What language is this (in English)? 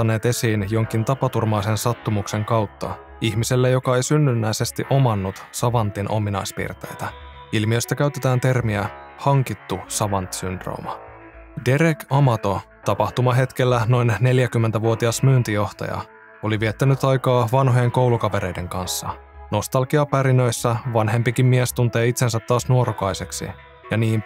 Finnish